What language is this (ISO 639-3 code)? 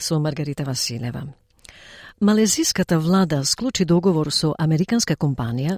mkd